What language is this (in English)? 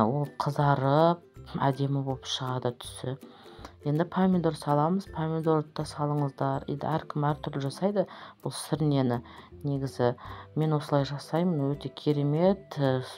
Kazakh